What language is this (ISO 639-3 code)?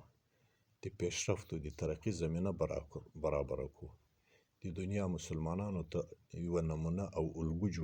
pus